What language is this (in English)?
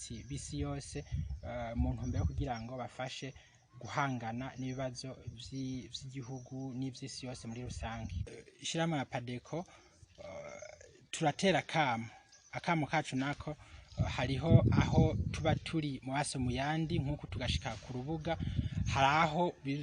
Rundi